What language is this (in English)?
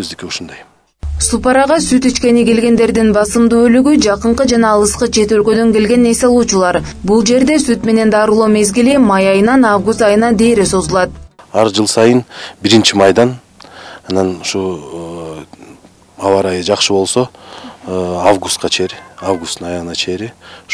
Kyrgyz